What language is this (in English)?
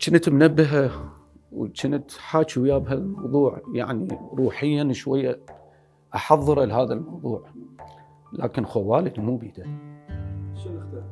Mesopotamian Arabic